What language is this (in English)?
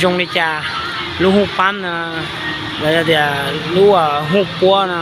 Hmong